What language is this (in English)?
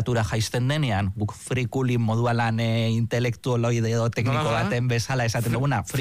Basque